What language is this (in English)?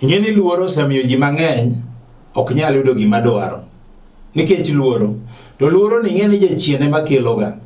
Luo (Kenya and Tanzania)